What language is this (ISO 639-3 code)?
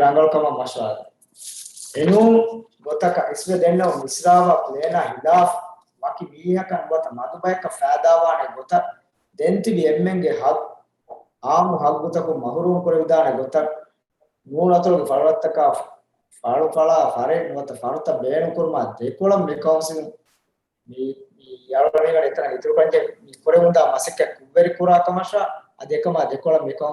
div